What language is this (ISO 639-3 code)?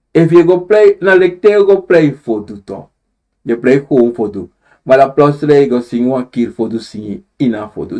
srn